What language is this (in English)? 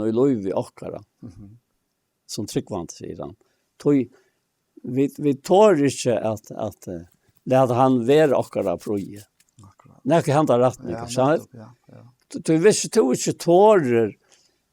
Faroese